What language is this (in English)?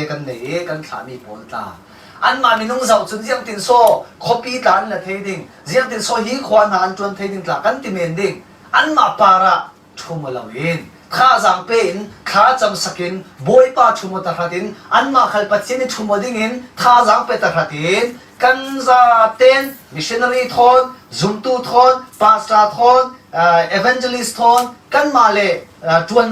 Falam Chin